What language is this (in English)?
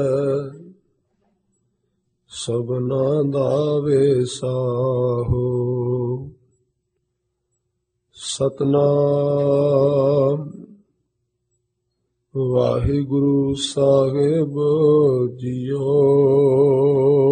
Punjabi